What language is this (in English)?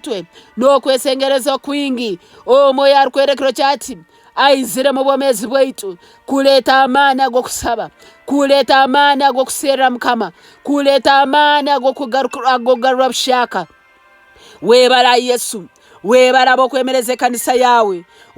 Nyankole